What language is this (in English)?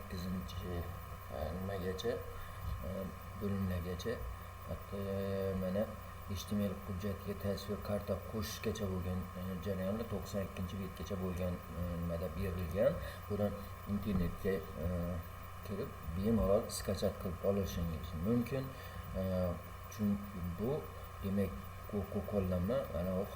Uzbek